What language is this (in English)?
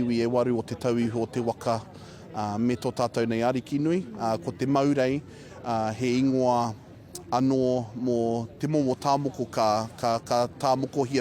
Māori